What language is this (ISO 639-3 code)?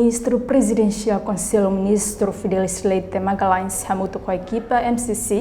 tet